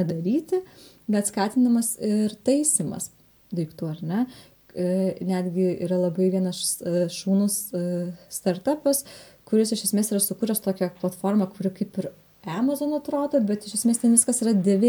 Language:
Lithuanian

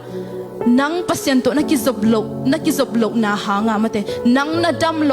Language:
Tedim Chin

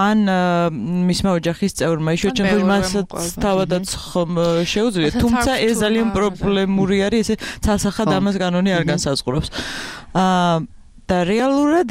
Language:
Georgian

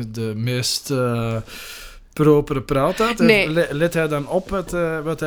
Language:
Dutch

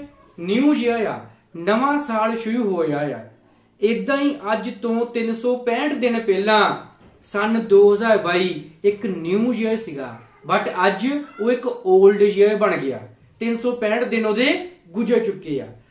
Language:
Punjabi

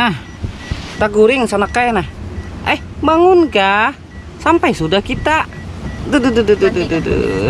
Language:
Banjar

